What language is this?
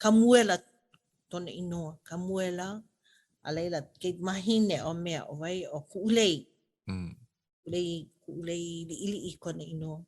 Hawaiian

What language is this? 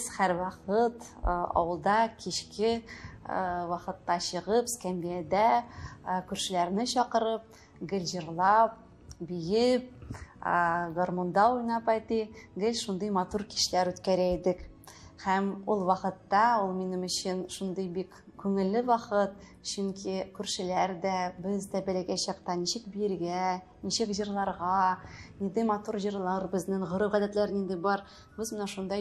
Tatar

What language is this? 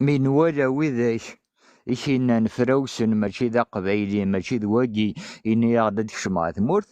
Kabyle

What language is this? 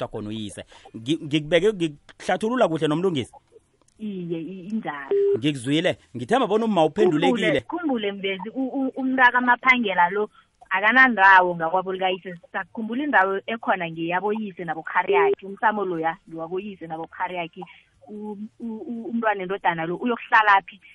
South Ndebele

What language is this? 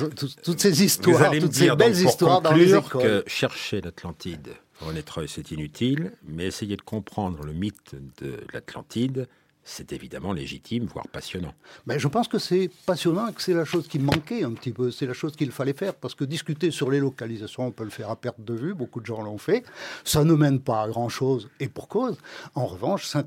French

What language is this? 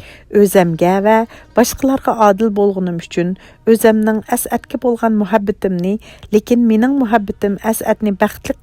Uyghur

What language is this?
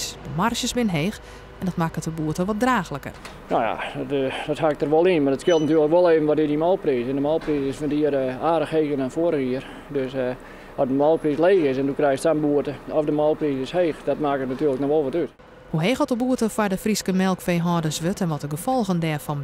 Western Frisian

